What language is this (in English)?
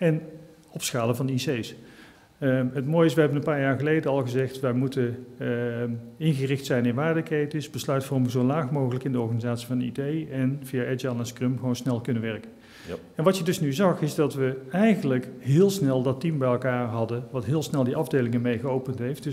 Dutch